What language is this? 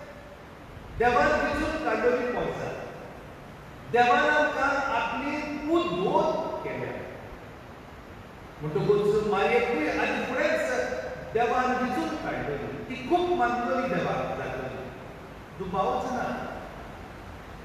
Konkani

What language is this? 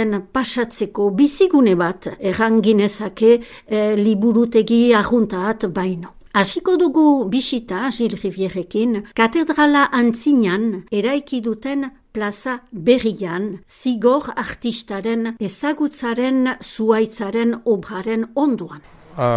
Basque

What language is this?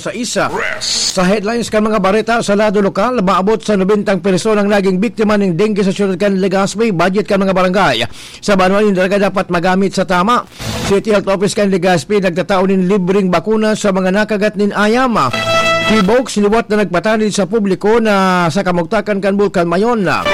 Bikol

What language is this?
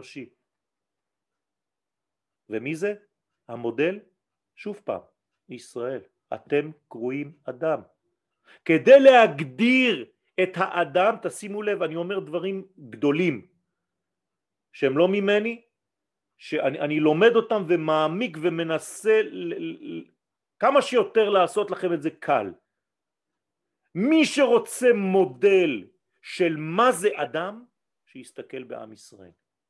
Hebrew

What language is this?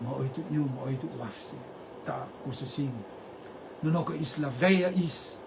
Rotuman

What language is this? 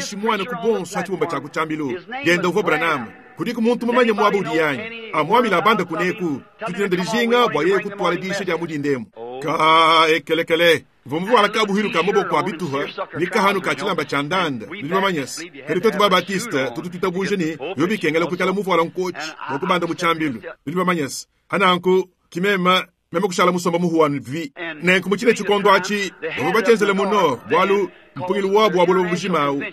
Luba-Lulua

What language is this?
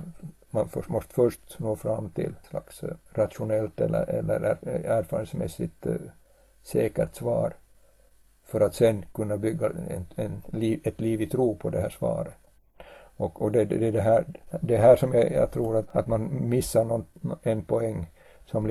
Swedish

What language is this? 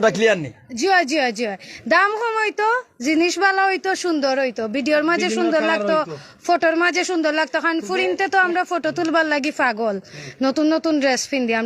Sylheti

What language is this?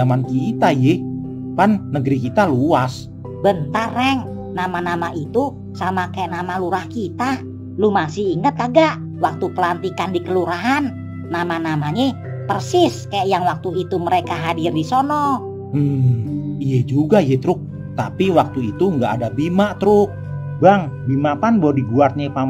Betawi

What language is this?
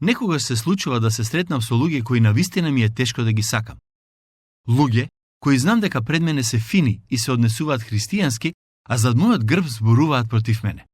Macedonian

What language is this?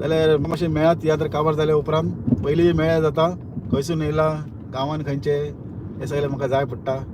Konkani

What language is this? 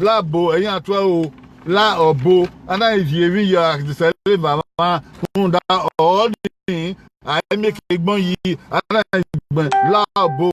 Bini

